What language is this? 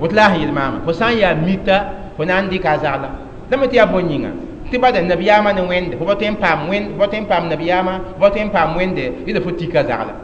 Mossi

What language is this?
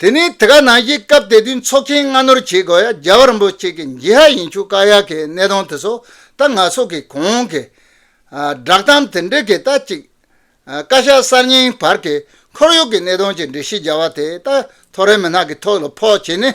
Tibetan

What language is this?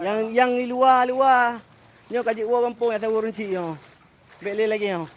Achinese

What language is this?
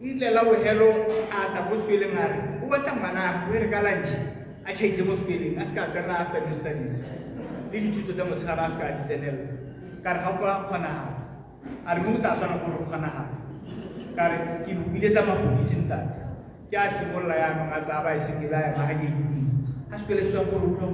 Tswana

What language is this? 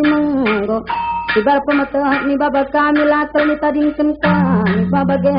Batak Karo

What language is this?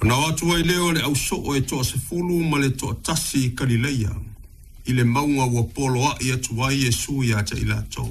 Samoan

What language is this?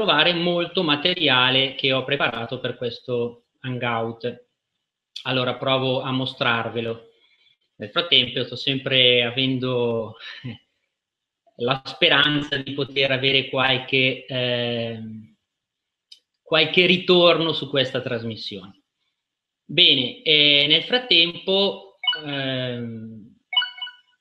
Italian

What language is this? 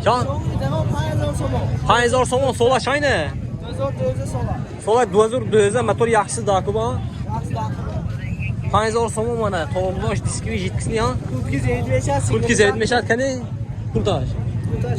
Tajik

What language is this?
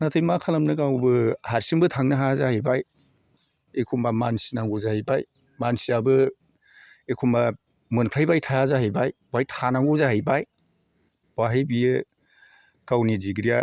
Bodo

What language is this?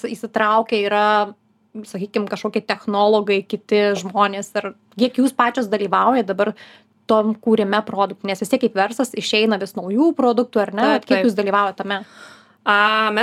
Lithuanian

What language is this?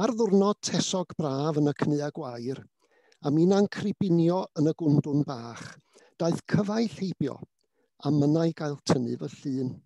Welsh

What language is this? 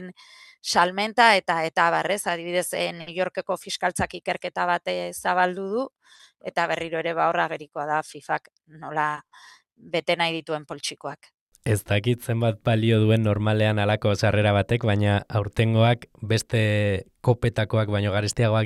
Basque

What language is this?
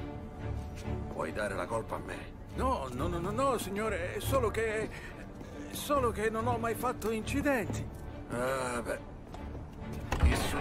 Italian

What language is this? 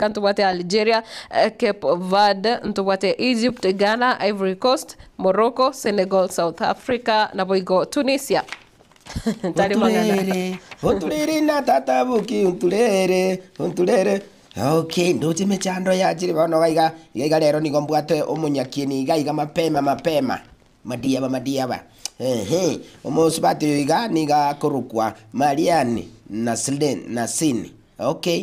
Gusii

